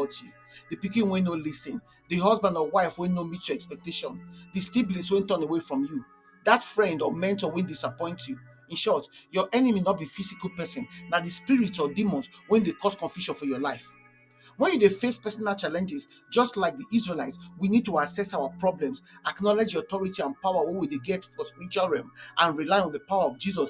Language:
Nigerian Pidgin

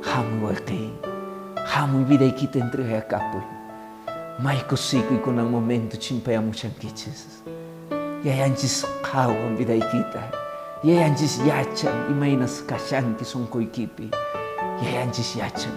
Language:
Quechua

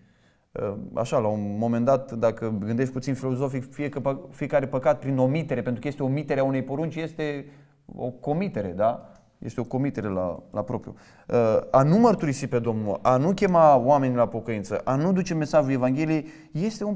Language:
Romanian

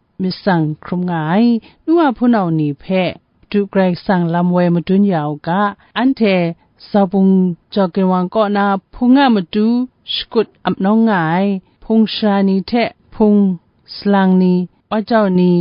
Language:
Kachin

